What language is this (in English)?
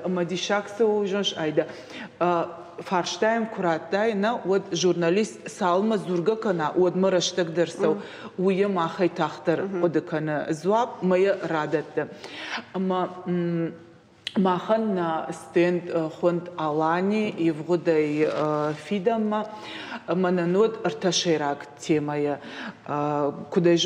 Ossetic